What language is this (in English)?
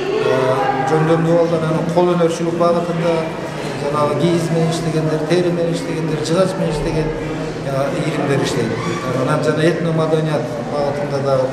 Kyrgyz